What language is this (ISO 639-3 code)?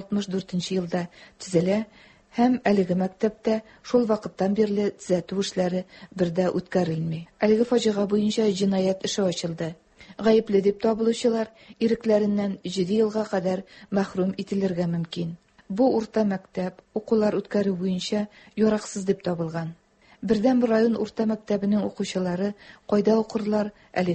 tat